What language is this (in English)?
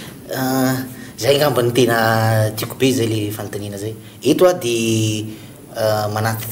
Malagasy